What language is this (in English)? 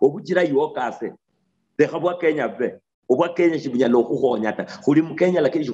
Luyia